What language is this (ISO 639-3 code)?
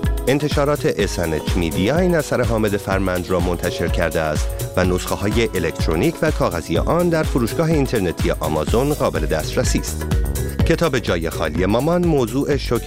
fas